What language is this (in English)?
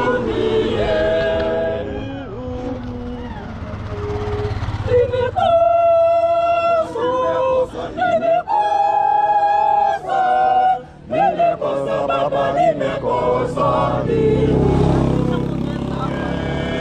Swahili